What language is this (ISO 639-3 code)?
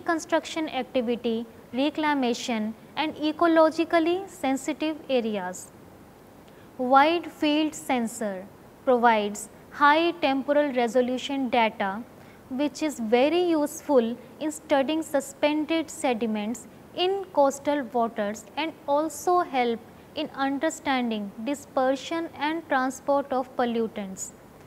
eng